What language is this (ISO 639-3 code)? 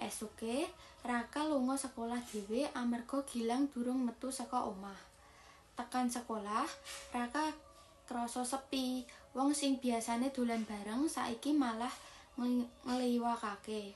jav